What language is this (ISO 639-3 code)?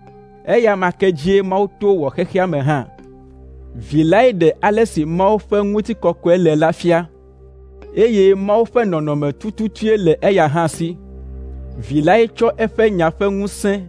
ewe